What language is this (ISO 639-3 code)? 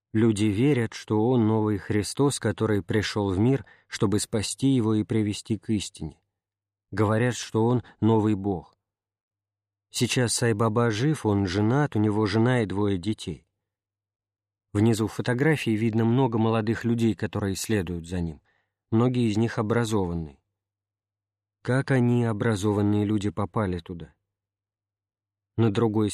rus